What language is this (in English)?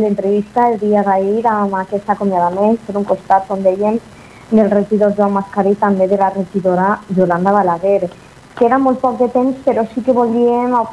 Catalan